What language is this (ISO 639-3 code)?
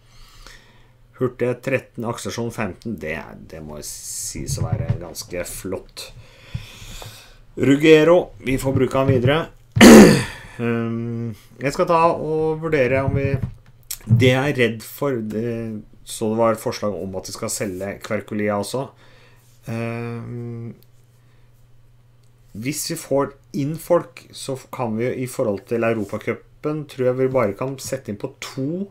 nor